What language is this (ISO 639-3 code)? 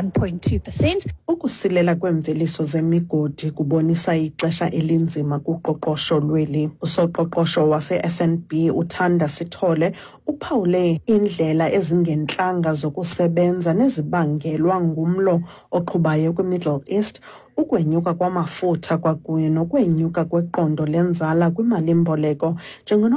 xho